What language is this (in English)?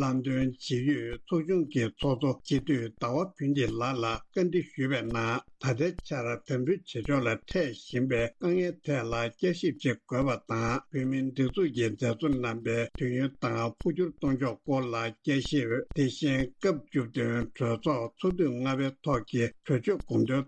Tibetan